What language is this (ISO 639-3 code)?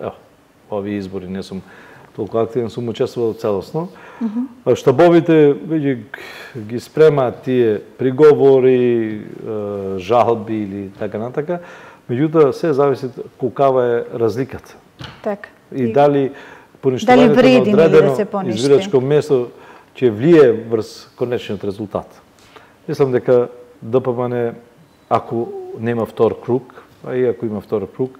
mkd